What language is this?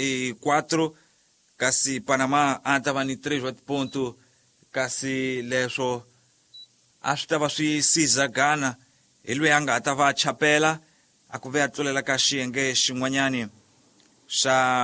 Tsonga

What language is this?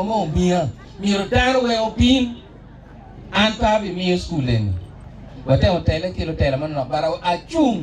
Acoli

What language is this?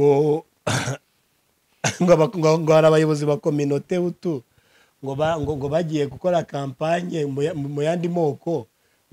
Kinyarwanda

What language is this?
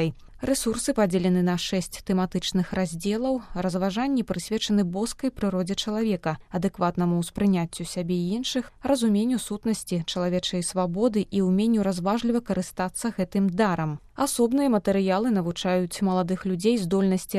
Belarusian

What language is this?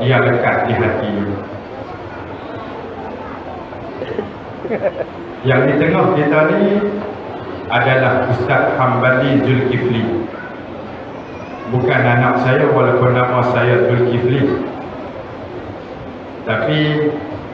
Malay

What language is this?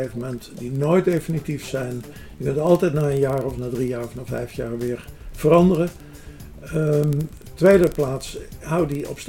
Dutch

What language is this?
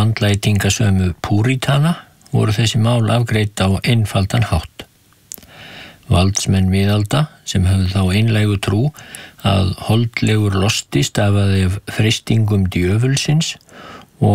Icelandic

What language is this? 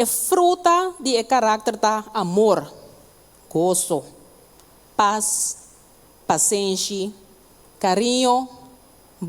Papiamento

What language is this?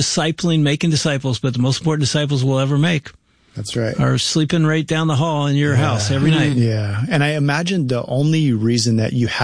English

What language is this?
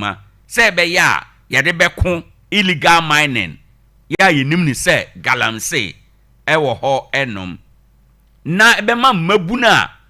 Akan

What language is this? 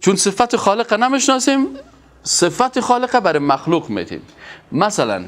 Persian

